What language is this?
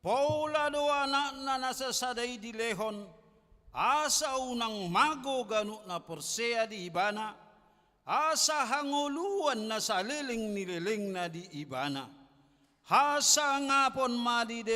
Batak Toba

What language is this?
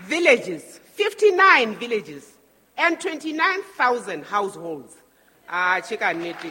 Southern Sotho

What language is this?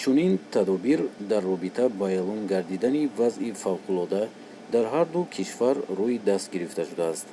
Tajik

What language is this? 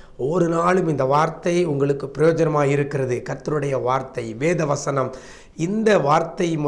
Tamil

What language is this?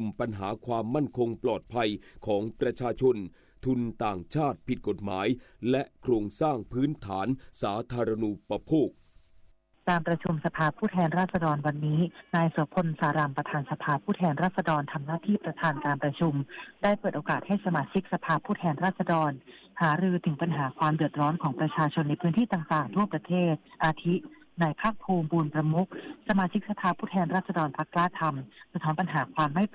Thai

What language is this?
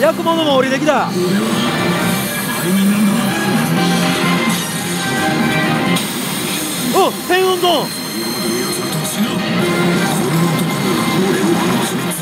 Japanese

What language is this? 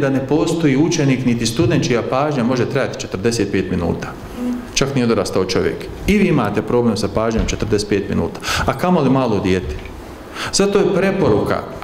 Bosnian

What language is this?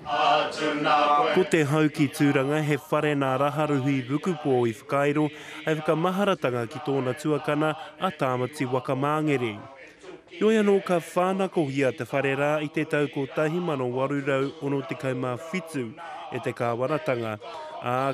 Māori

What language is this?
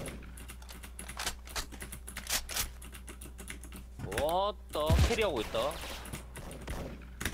Korean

